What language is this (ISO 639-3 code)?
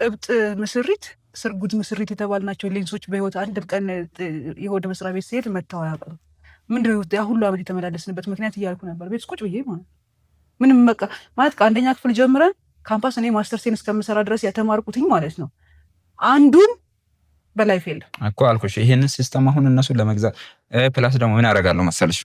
amh